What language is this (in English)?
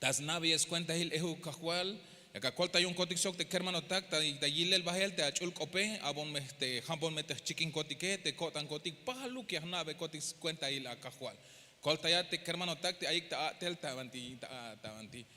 Tzeltal